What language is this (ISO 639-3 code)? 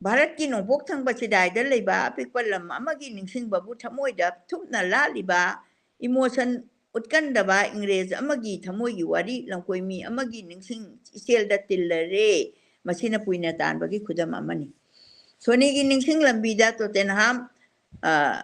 mni